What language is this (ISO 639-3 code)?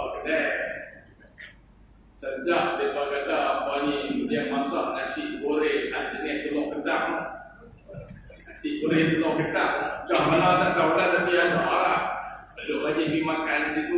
msa